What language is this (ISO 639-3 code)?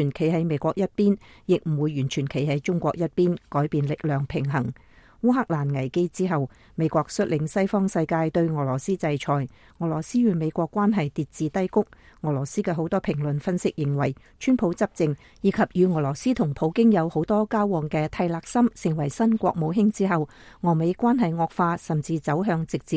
yue